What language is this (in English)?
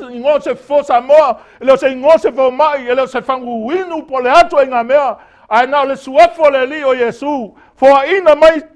Samoan